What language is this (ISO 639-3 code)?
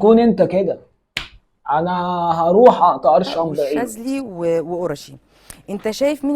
arz